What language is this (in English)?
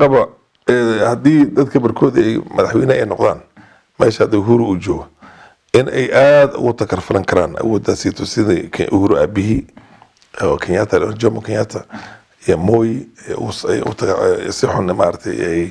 Somali